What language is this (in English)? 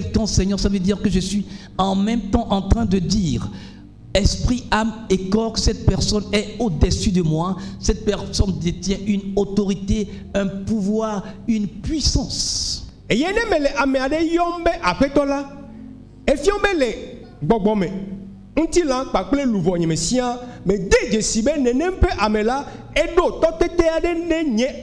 Ewe